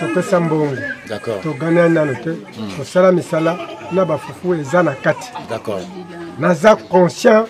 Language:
Lingala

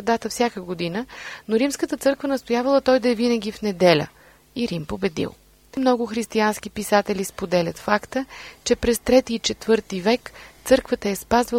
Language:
Bulgarian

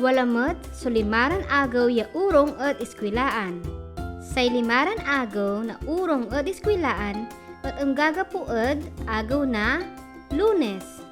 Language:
Pangasinan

